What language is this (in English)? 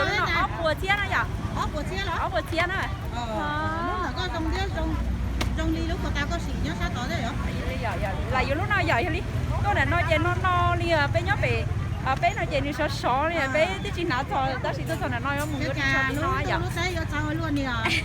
Hmong